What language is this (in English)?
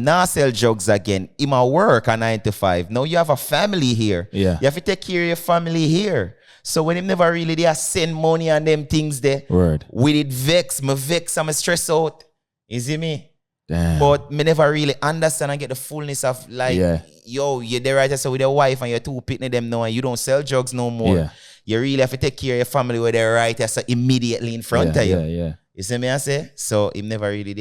Jamaican Creole English